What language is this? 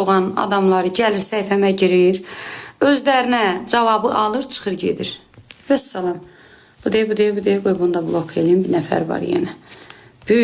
Azerbaijani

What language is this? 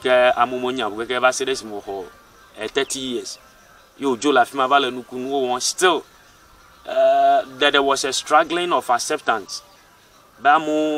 Ewe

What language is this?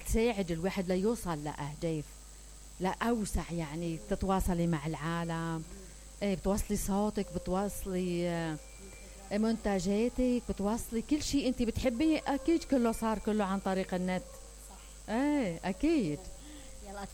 Mesopotamian Arabic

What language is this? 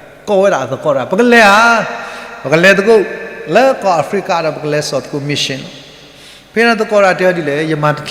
S'gaw Karen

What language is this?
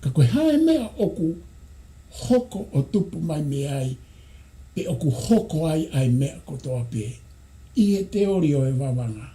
Tongan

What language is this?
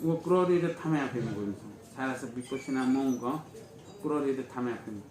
Newari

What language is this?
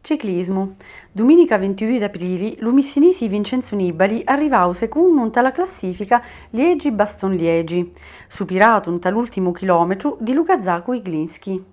Sicilian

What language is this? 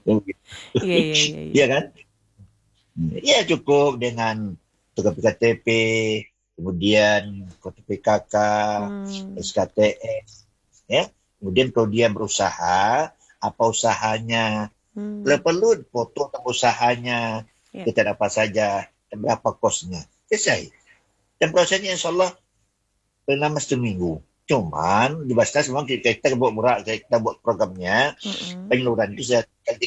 Indonesian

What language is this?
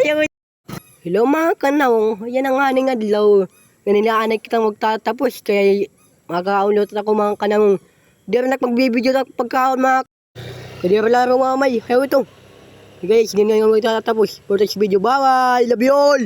Waray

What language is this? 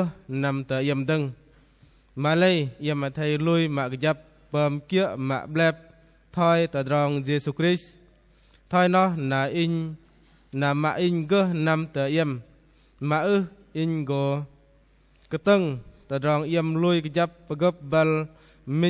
Bahnar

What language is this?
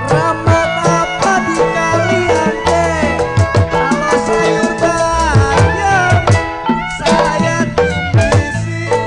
Betawi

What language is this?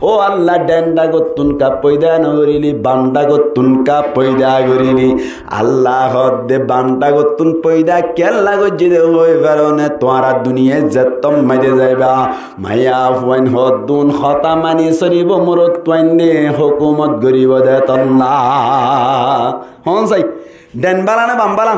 Rohingya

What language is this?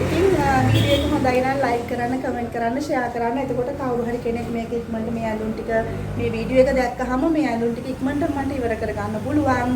Sinhala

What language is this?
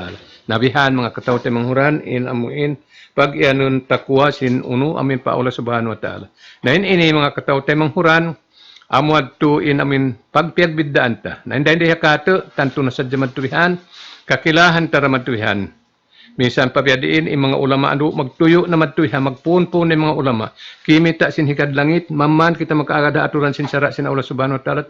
Tausug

